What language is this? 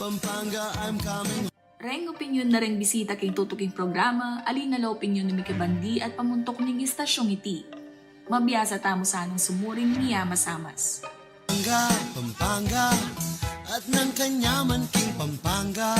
Pampanga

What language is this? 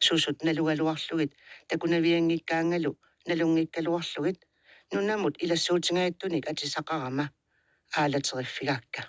Kalaallisut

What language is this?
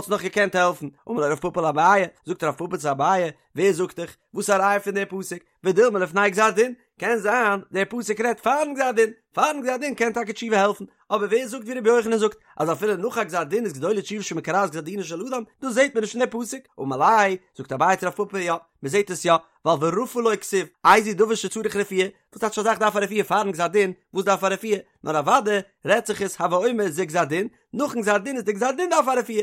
Yiddish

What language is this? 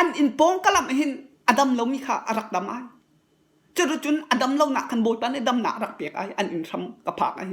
Hakha Chin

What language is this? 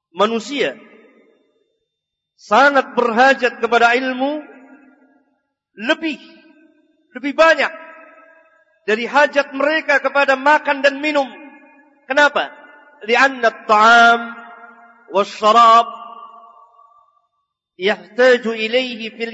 Malay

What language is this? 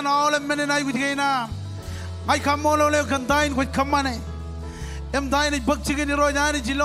Marshallese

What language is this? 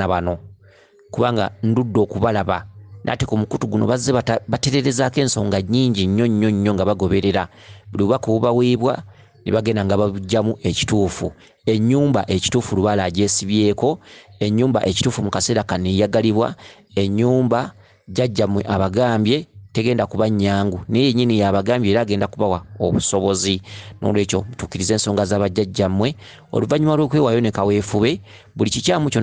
Ganda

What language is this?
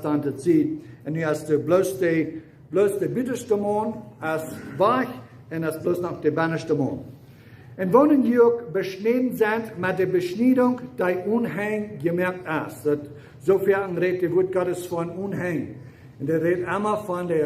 Plautdietsch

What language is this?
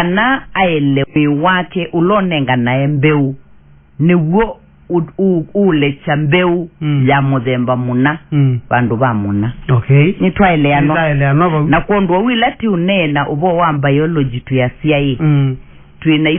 Kamba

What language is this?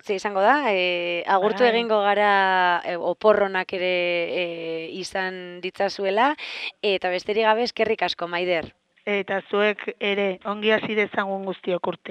Basque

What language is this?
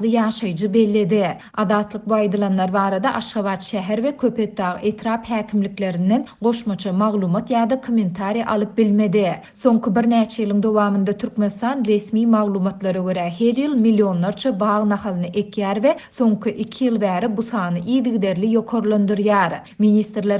Turkmen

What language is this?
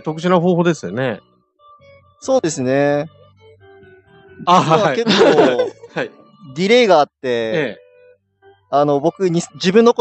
Japanese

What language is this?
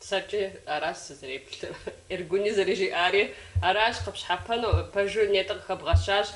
Kabardian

